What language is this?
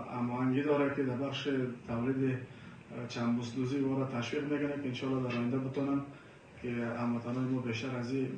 Persian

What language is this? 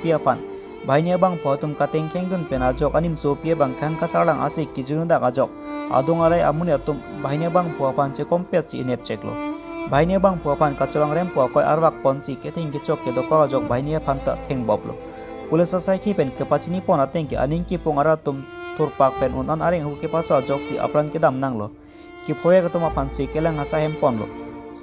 Karbi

